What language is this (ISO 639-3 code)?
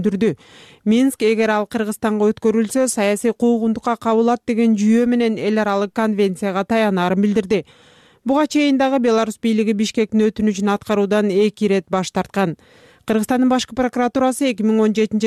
kir